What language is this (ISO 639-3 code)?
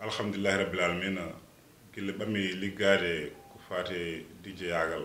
ful